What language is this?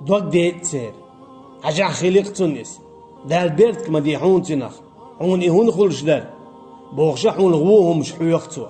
Chechen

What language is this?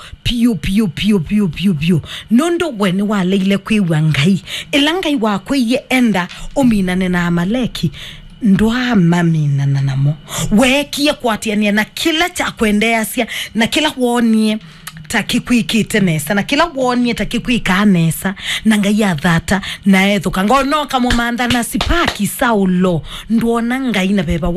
Kamba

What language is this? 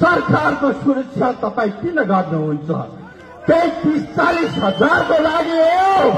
Nepali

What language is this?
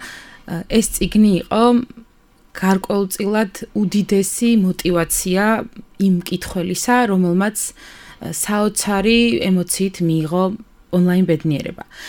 Georgian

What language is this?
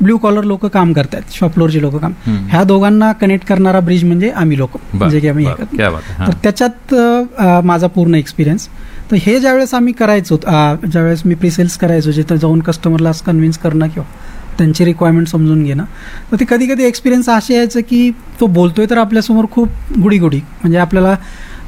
Marathi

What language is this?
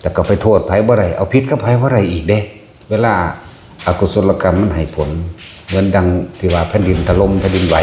Northeastern Thai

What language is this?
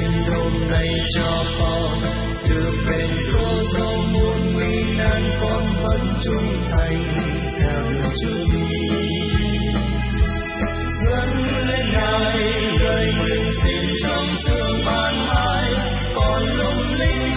Vietnamese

